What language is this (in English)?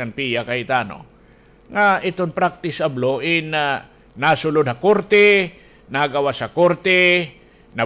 Waray